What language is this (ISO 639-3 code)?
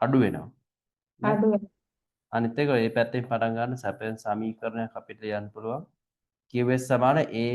sin